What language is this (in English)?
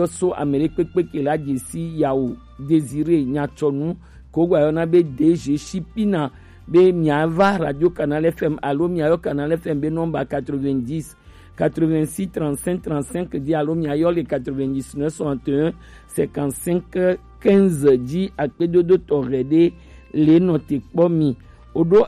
Gen